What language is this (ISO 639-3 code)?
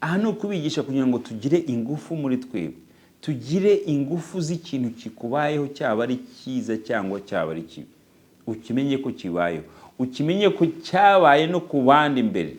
kin